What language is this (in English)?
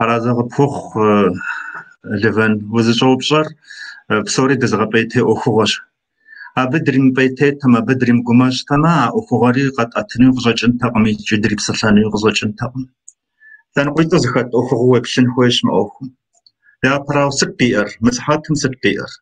Kabardian